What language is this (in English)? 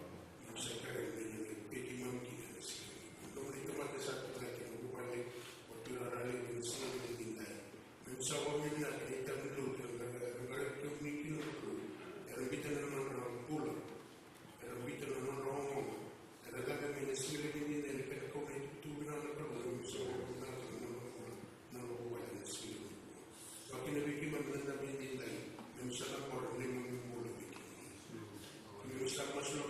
Fijian